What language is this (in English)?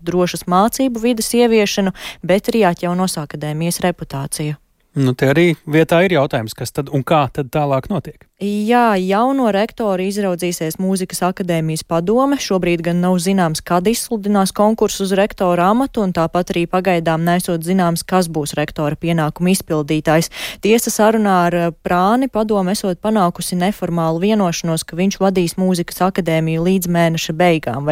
Latvian